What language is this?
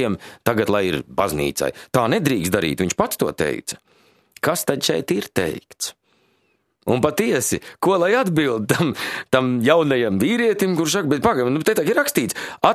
Latvian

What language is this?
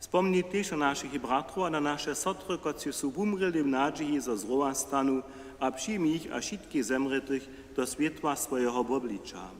Upper Sorbian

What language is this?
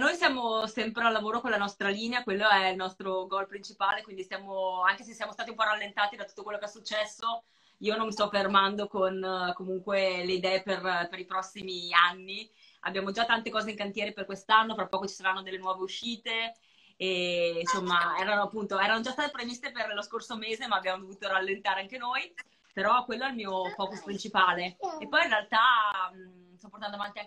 Italian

